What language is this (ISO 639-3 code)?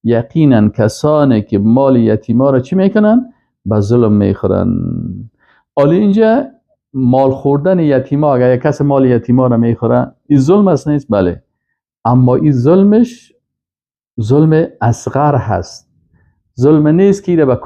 fas